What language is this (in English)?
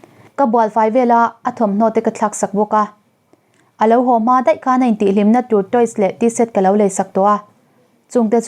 Mizo